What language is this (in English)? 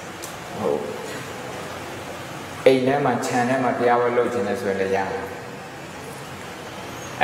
Burmese